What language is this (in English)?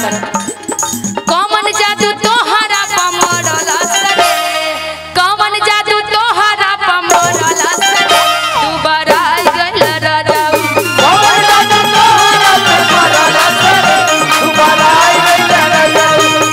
Bhojpuri